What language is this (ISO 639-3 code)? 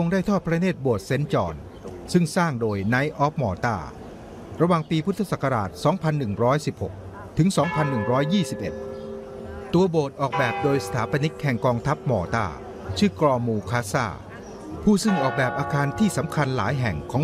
tha